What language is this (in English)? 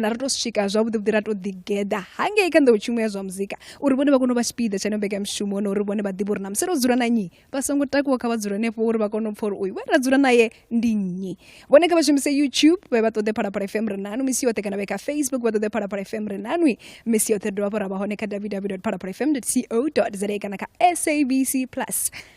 Venda